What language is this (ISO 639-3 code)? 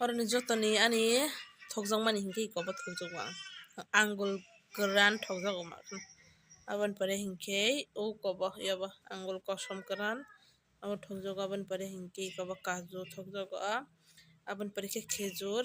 trp